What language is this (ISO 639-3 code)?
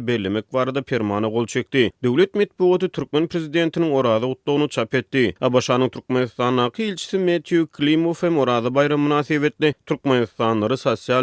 tuk